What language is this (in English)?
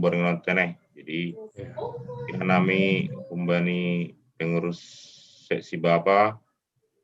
Batak Simalungun